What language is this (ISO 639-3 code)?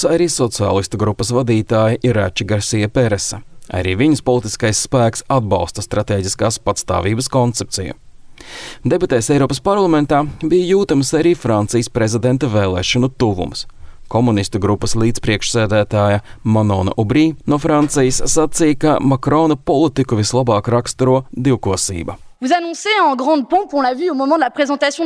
lav